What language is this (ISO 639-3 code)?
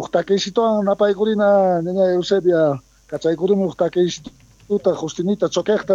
quh